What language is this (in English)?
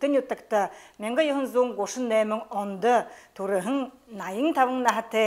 Buriat